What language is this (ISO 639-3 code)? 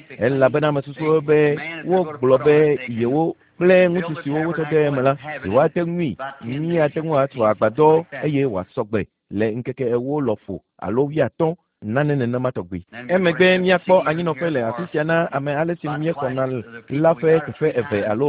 ewe